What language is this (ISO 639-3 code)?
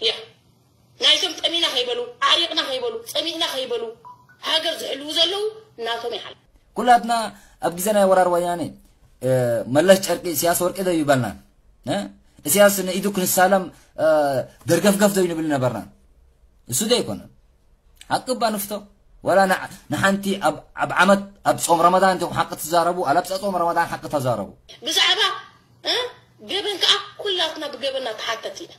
tir